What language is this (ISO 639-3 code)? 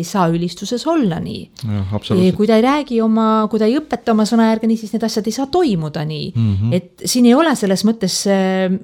est